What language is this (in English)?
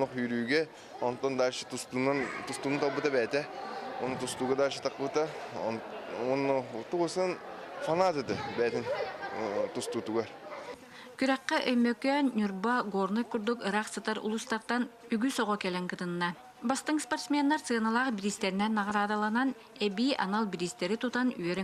Yakut